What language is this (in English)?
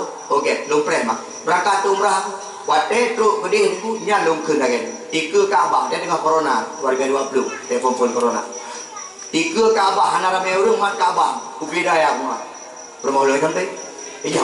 Achinese